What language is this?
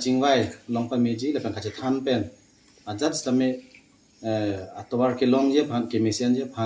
Karbi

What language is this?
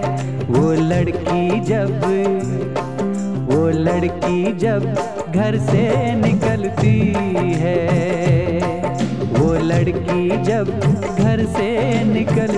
Hindi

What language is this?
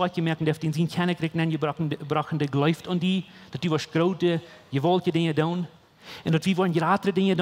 Plautdietsch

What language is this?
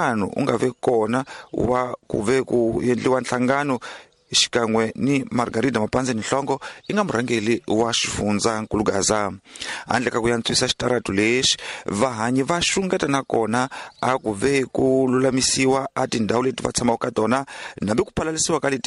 Tsonga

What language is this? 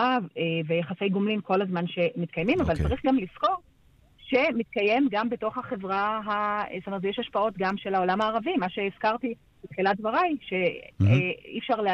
Hebrew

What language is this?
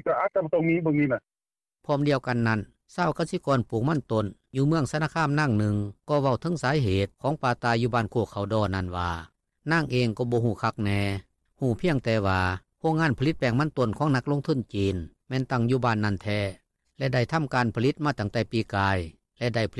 Lao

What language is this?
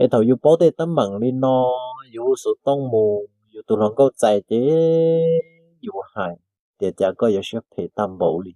Hmong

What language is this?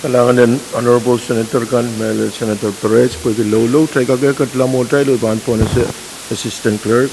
Pohnpeian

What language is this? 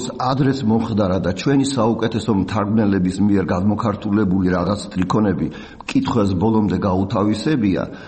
Georgian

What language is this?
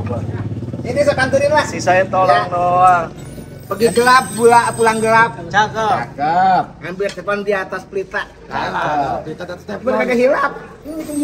Betawi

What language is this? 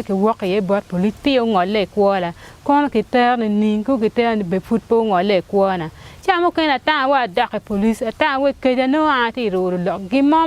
Acoli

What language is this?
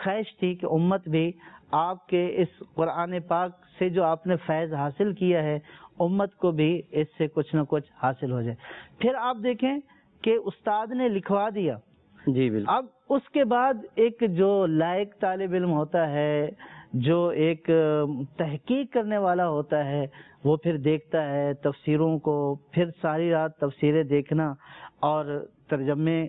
Urdu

